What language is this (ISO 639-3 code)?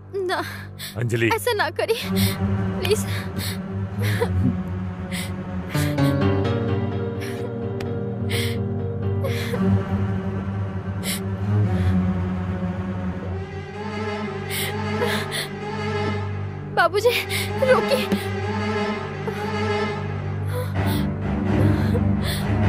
bho